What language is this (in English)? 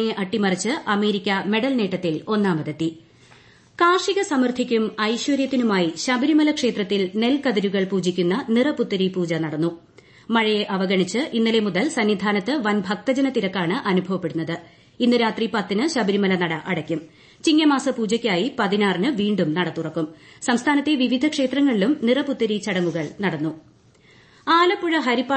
Malayalam